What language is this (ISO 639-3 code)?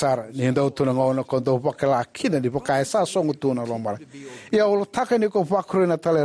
fij